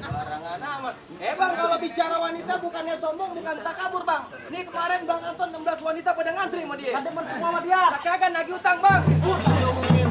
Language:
Betawi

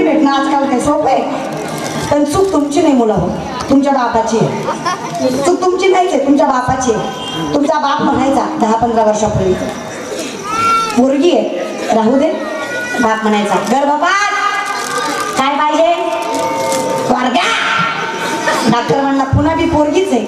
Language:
Marathi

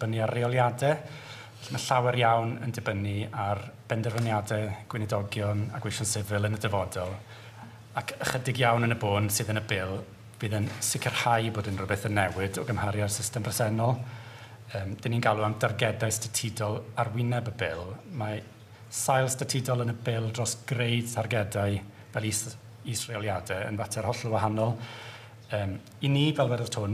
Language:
Welsh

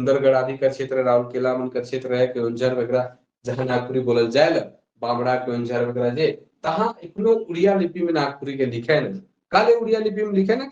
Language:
Sadri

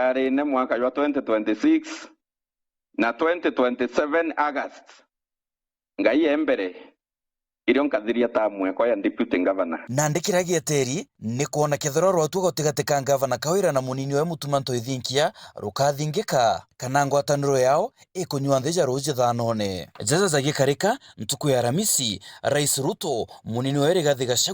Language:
Meru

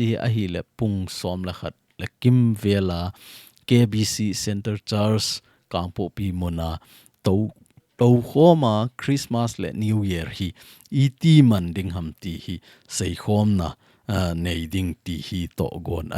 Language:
Thado Chin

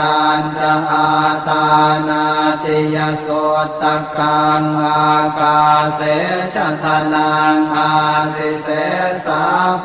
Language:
Pali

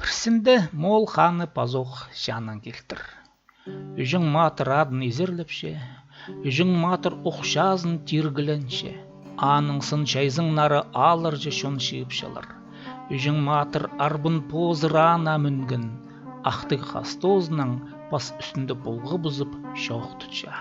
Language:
Khakas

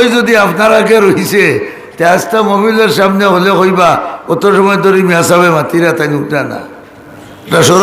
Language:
Sylheti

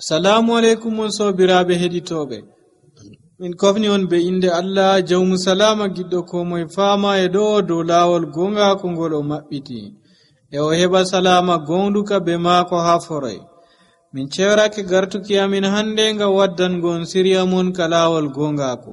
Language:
Nigerian Fulfulde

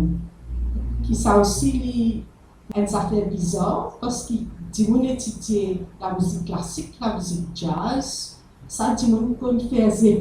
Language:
Morisyen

